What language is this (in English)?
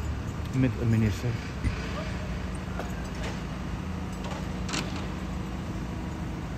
Dutch